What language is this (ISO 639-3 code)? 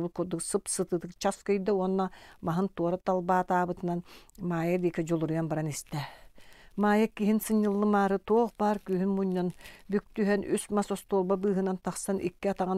sah